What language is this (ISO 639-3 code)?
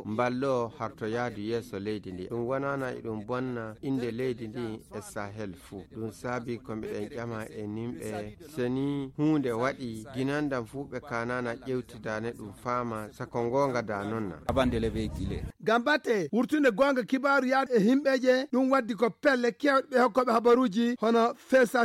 ful